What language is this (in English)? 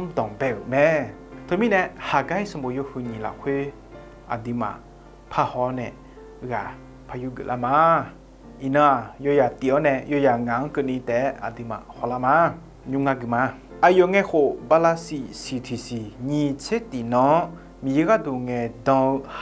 Akha